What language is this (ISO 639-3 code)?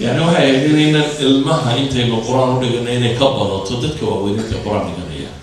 som